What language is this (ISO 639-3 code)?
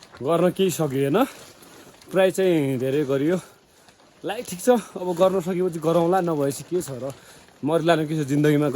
nep